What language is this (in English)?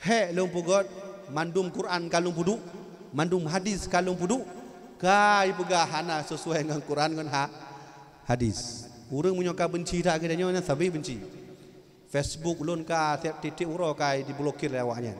Achinese